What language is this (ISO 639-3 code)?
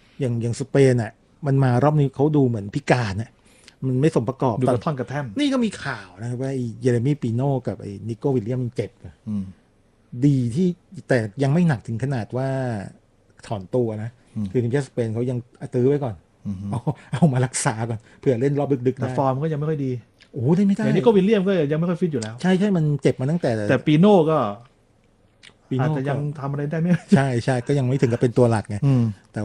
tha